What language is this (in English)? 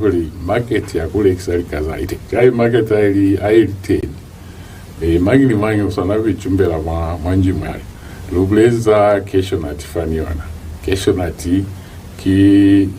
Lozi